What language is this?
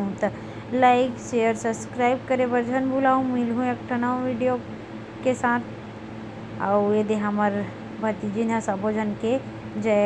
Chhattisgarhi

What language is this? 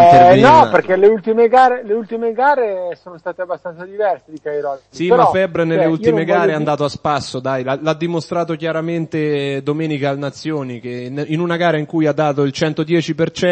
Italian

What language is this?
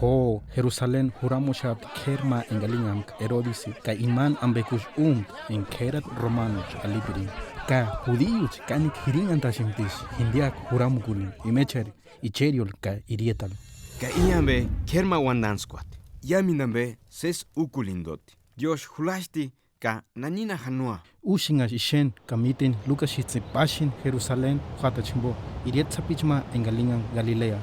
Purepecha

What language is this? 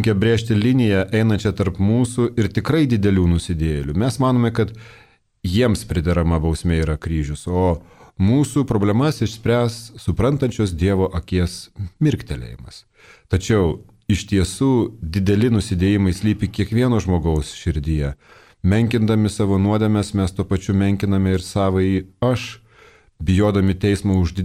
Lithuanian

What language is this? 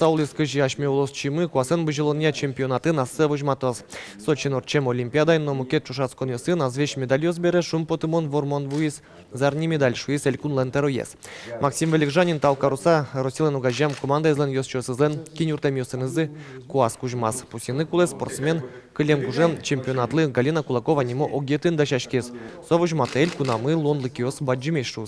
Udmurt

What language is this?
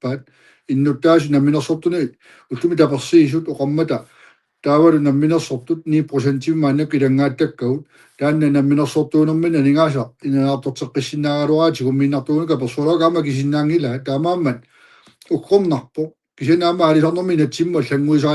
Kalaallisut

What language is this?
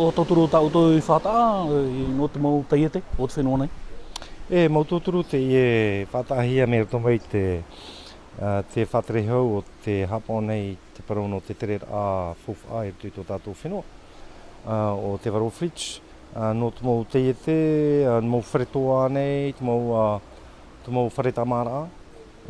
Tahitian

